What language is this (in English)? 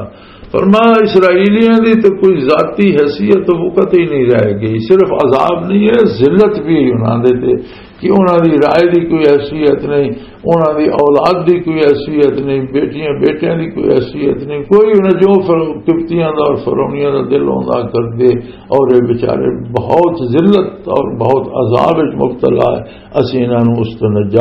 Western Panjabi